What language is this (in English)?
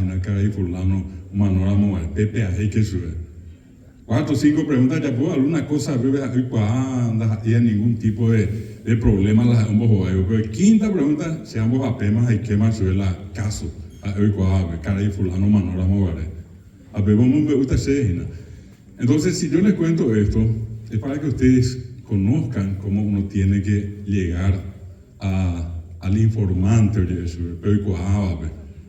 Guarani